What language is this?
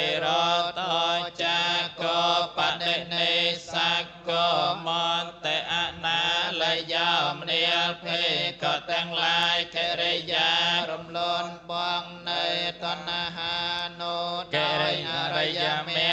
Khmer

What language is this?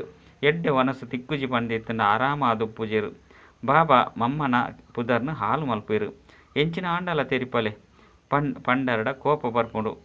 Tulu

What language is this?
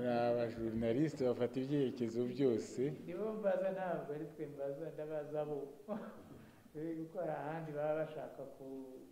Kinyarwanda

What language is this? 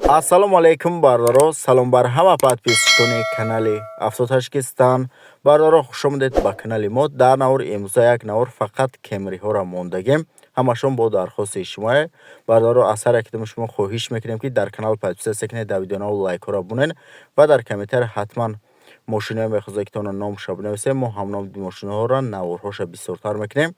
Tajik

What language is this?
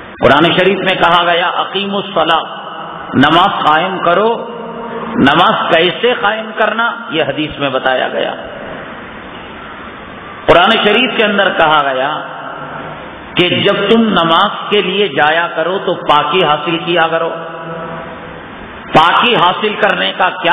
Urdu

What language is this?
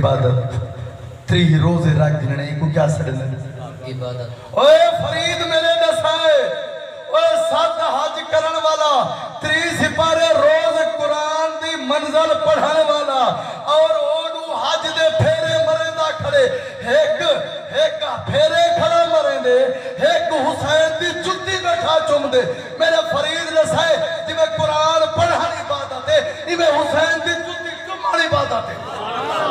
Saraiki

